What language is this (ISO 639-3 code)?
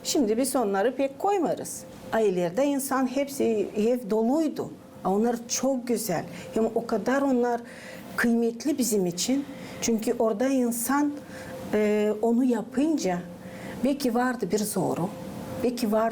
gag